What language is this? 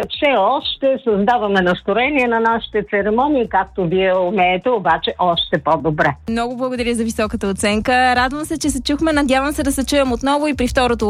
Bulgarian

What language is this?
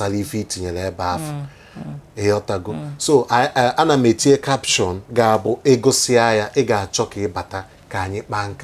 Igbo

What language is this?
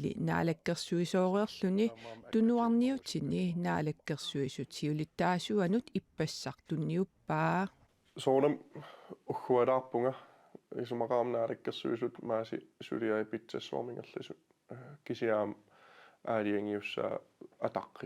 Kalaallisut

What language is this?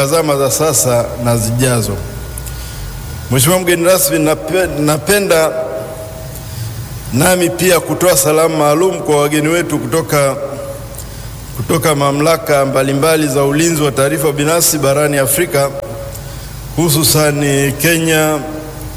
Swahili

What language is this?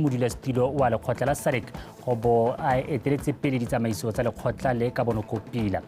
Tswana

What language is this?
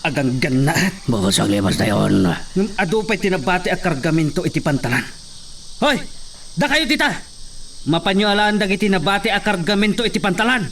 Iloko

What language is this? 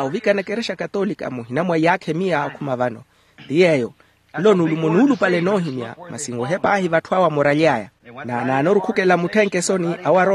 Makhuwa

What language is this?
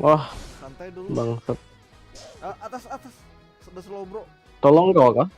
Banjar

